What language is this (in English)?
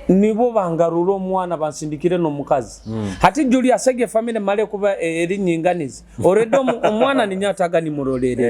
Nyoro